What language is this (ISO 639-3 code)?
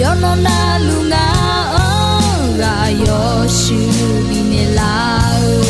ahk